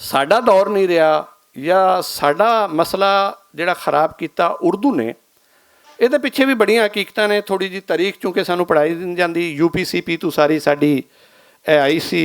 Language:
Western Panjabi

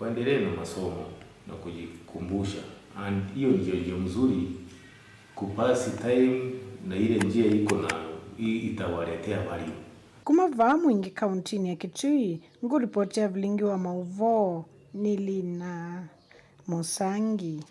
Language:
Kamba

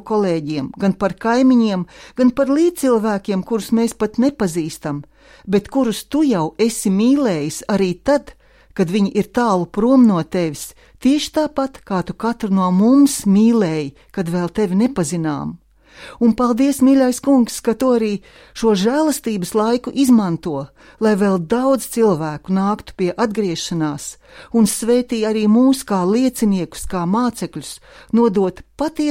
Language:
Latvian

